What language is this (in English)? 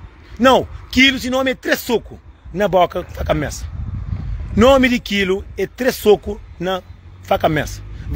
Kabuverdianu